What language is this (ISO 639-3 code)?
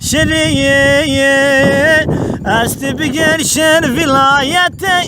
zza